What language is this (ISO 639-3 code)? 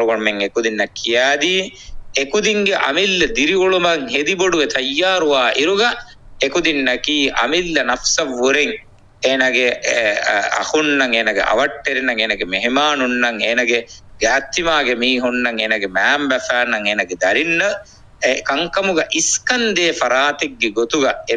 div